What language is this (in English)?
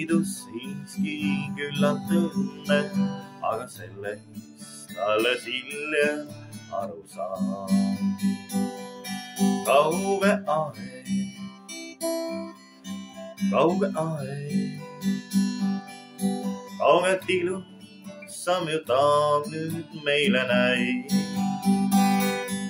Estonian